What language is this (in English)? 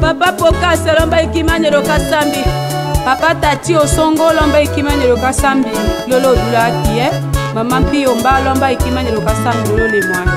Tetela